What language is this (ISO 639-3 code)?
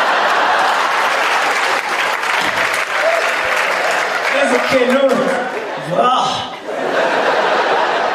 heb